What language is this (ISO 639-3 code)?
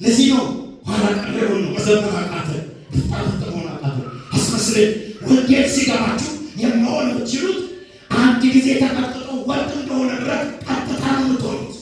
amh